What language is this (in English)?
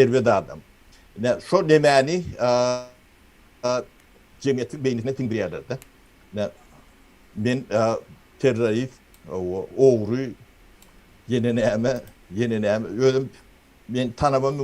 Turkmen